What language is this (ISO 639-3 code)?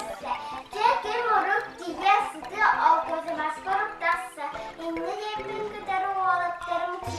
sah